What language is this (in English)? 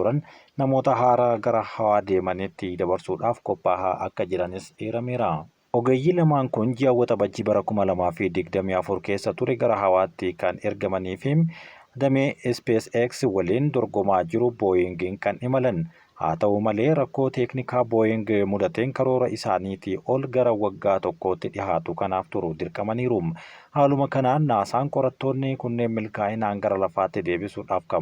Oromo